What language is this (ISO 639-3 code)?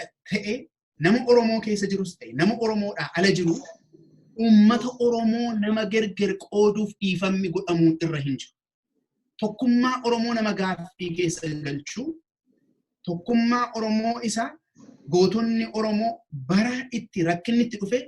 orm